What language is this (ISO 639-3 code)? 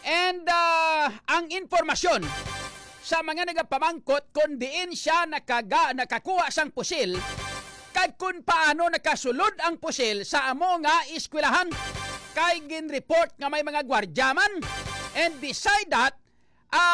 hil